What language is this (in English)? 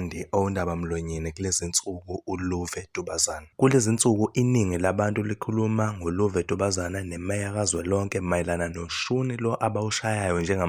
Zulu